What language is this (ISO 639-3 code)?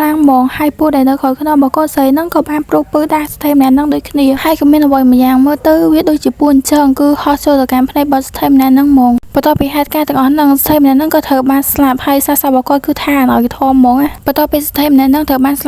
khm